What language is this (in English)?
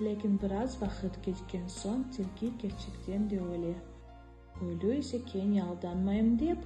Crimean Tatar